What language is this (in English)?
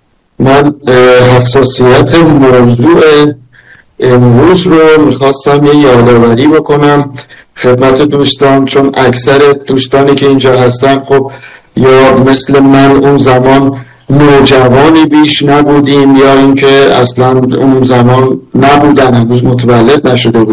Persian